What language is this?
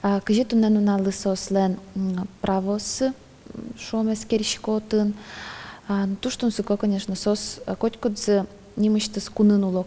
Udmurt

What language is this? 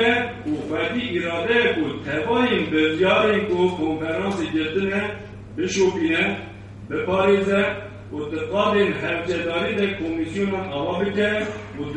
Kurdish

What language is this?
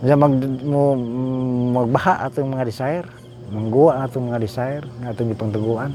Cebuano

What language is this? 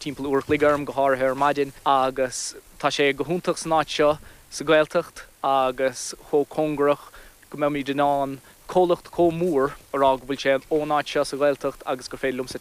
Irish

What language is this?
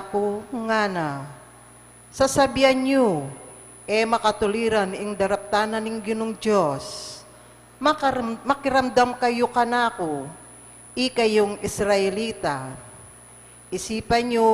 Pampanga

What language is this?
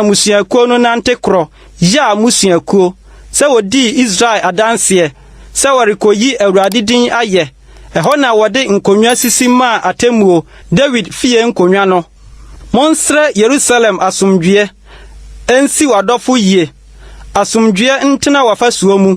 Akan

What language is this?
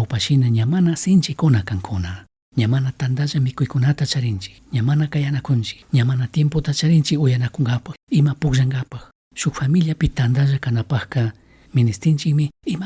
Chimborazo Highland Quichua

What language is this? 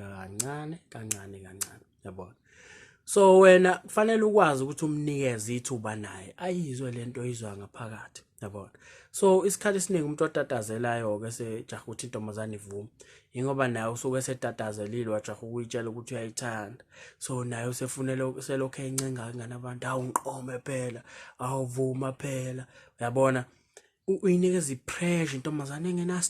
Zulu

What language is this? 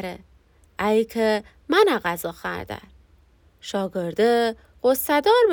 Gilaki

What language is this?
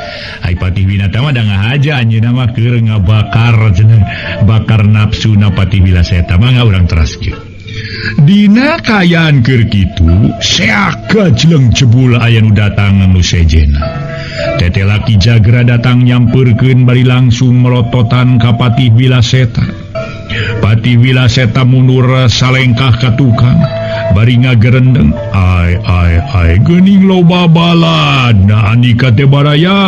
Sundanese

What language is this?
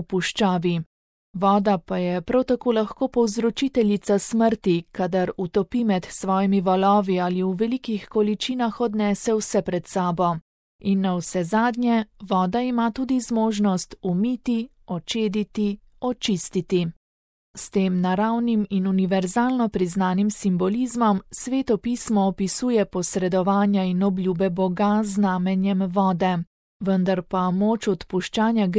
Slovenian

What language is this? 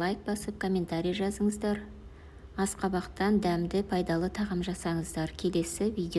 Kazakh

